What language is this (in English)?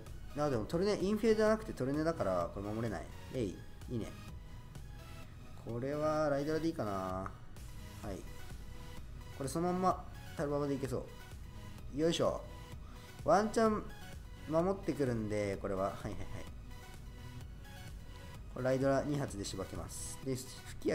Japanese